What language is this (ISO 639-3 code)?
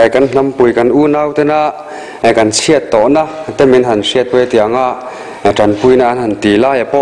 lus